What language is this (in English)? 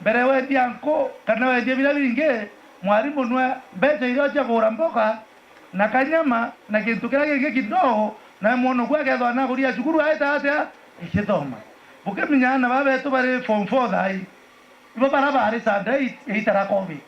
Meru